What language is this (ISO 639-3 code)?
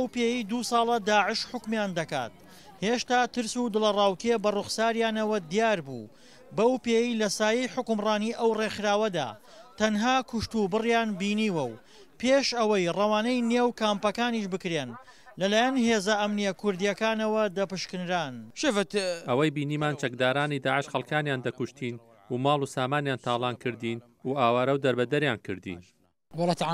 ckb